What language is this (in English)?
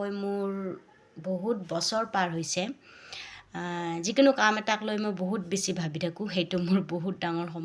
Assamese